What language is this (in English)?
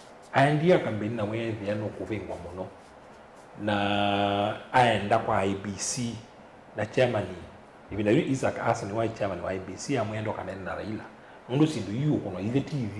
Kamba